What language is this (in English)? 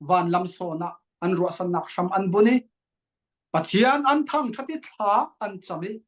Falam Chin